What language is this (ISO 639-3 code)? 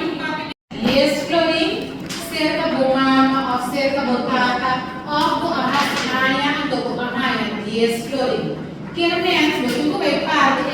pap